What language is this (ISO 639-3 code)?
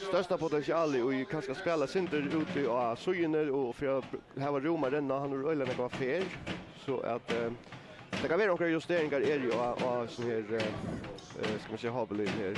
fao